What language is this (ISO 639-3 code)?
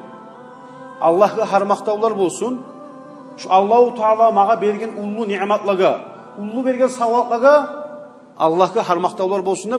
kum